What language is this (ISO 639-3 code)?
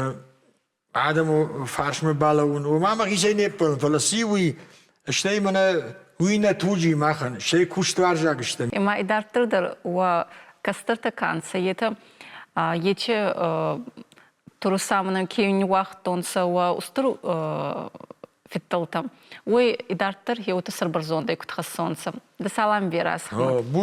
oss